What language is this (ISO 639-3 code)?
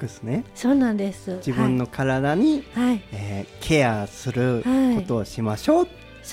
jpn